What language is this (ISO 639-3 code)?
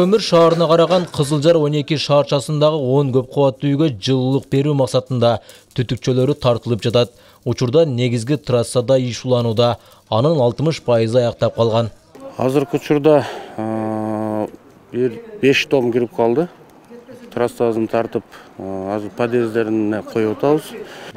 kir